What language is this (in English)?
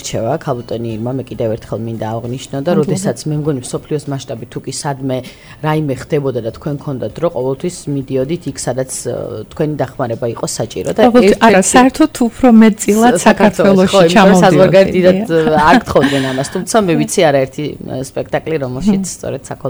Georgian